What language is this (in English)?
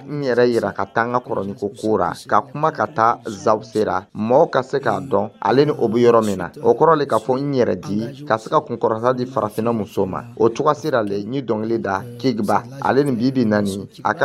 Dyula